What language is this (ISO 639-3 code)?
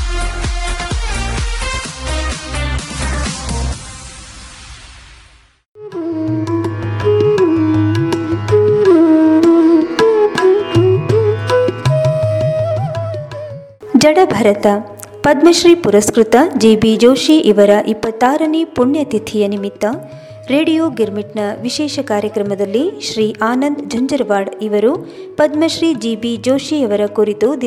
kan